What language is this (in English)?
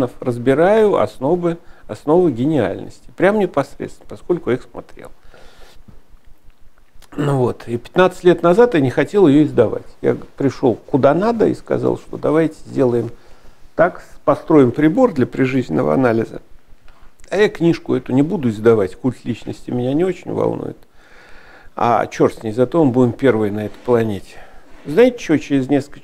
Russian